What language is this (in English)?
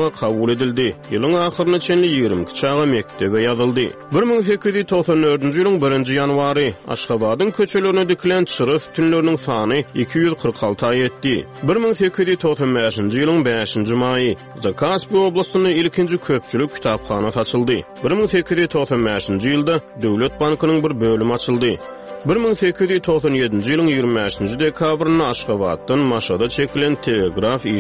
Turkmen